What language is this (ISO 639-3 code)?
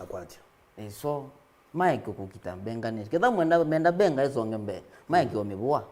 kam